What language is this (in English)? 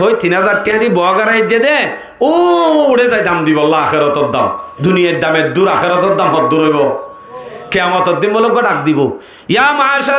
Rohingya